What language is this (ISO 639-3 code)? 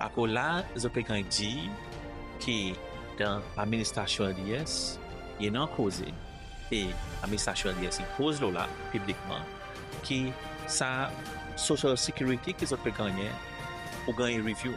crs